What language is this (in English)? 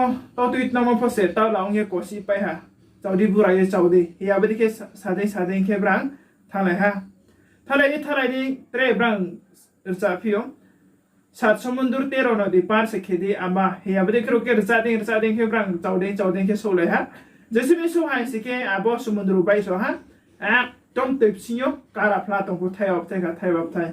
Riang (India)